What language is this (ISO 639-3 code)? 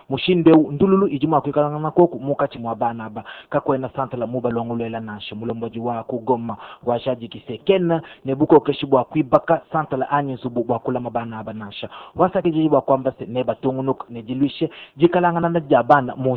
lua